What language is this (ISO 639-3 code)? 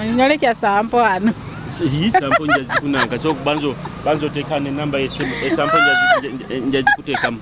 nyo